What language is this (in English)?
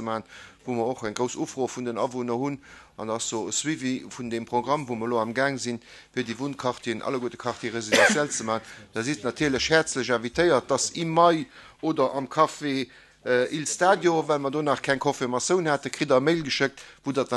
Luxembourgish